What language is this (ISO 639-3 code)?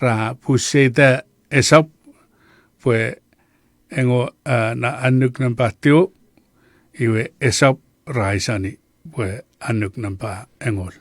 chk